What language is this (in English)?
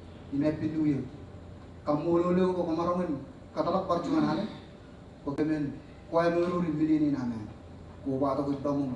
Marshallese